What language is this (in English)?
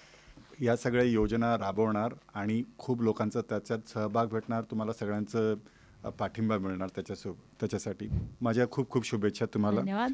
Marathi